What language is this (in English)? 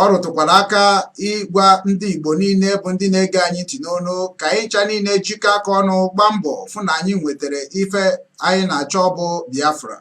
Igbo